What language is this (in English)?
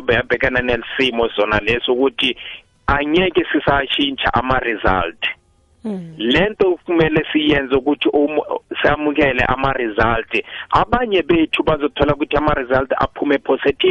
South Ndebele